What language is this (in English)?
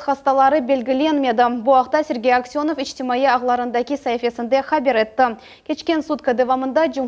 Crimean Tatar